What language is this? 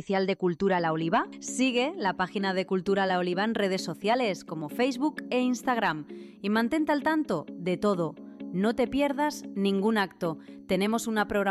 Spanish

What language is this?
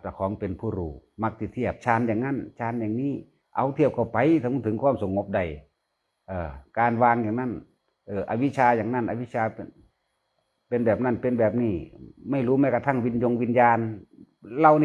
Northeastern Thai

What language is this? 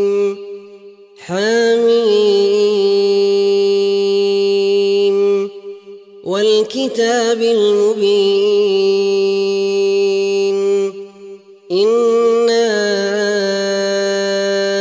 Arabic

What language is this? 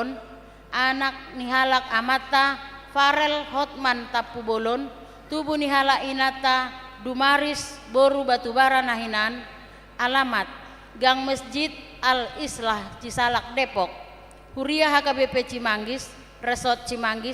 Batak Toba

